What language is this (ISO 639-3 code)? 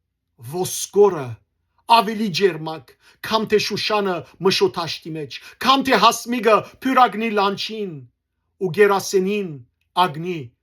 hyw